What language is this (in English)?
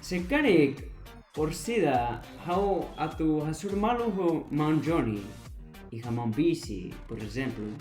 Tetum